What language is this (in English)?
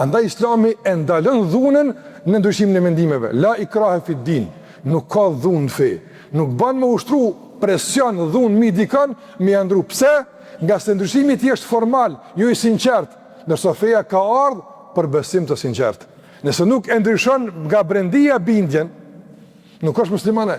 Albanian